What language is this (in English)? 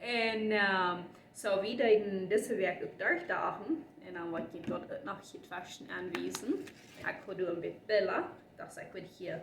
Plautdietsch